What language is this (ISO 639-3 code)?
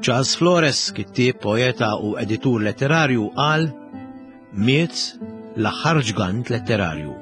mlt